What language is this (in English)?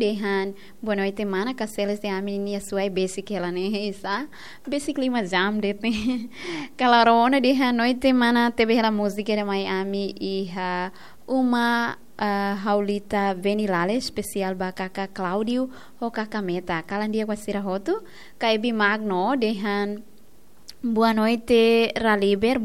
Tetum